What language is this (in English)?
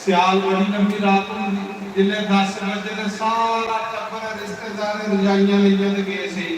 Dogri